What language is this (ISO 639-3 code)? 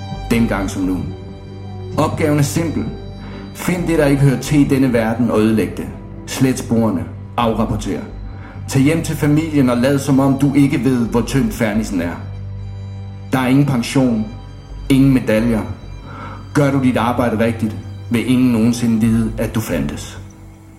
dan